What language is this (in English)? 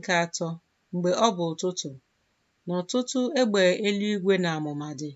Igbo